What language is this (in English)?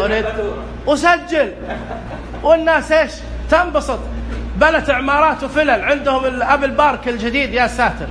Arabic